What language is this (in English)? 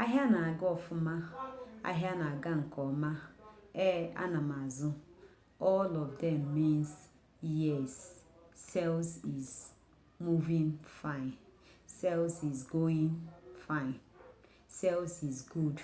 Igbo